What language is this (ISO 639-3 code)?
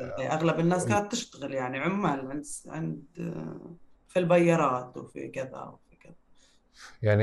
apc